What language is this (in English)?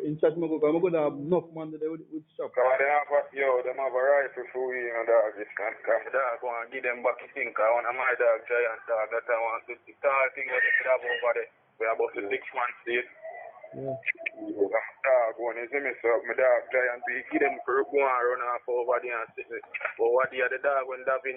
Jamaican Creole English